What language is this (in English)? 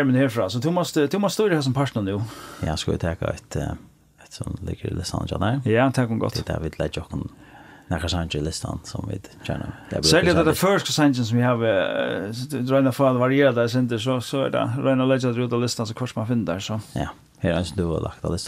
Faroese